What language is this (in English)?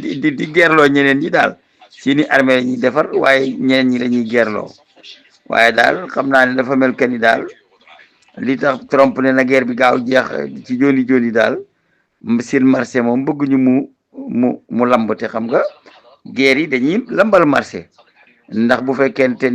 Wolof